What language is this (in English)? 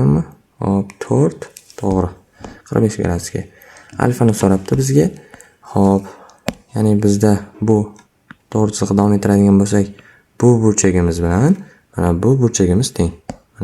Uzbek